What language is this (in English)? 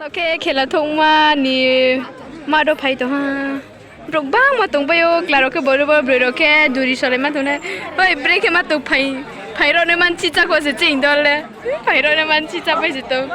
Riang (India)